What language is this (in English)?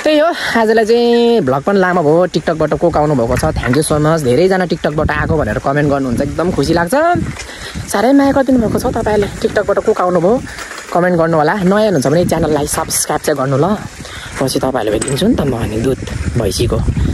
Nepali